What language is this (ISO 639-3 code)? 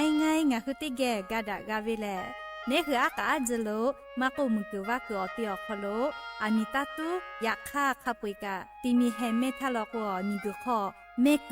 lhu